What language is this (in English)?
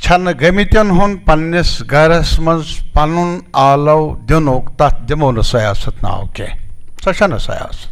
Kashmiri